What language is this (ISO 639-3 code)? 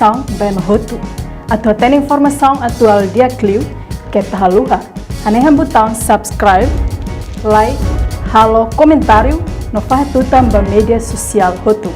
tet